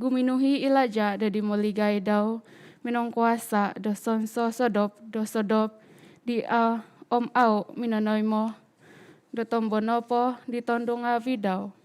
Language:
Central Dusun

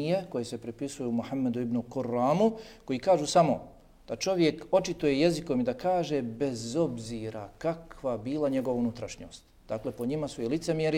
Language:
Bosnian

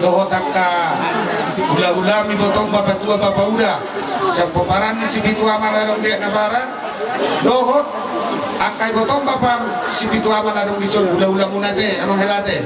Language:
Batak Toba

